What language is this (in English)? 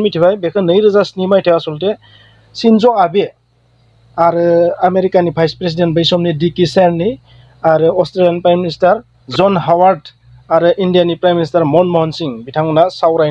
Bodo